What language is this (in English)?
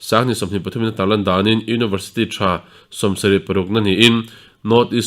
Mizo